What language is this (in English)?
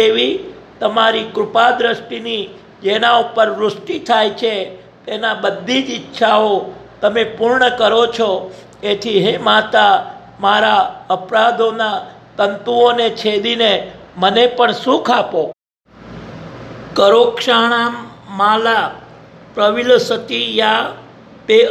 Gujarati